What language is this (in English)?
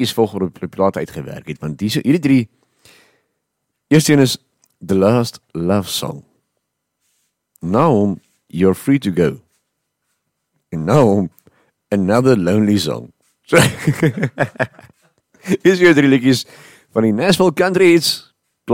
Afrikaans